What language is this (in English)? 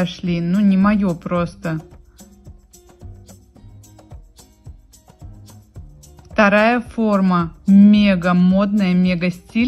Russian